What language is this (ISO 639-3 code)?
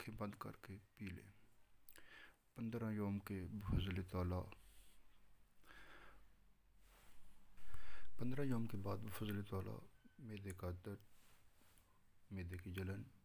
urd